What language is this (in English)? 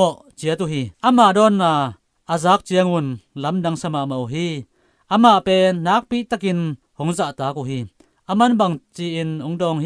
Tedim Chin